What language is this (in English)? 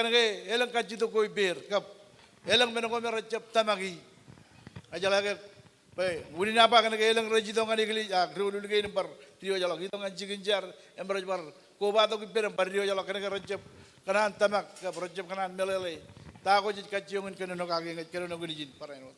Marshallese